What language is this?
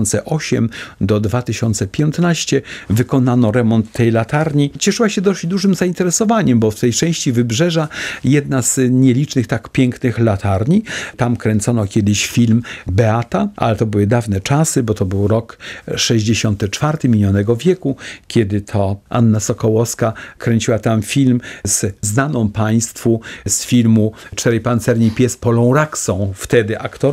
Polish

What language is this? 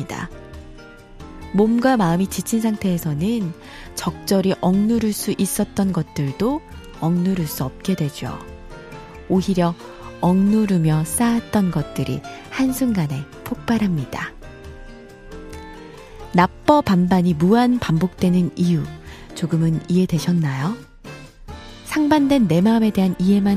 Korean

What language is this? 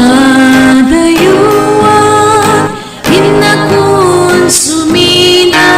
Iloko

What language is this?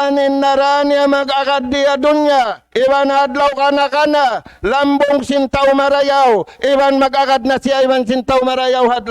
Tausug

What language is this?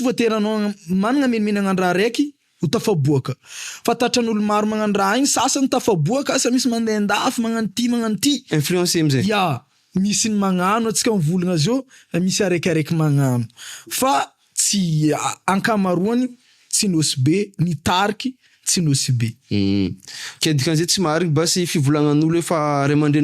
Malagasy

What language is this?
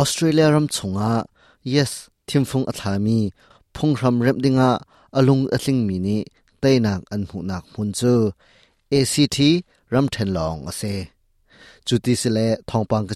Hakha Chin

